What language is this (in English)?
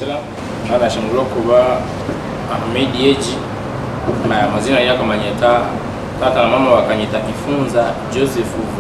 Kinyarwanda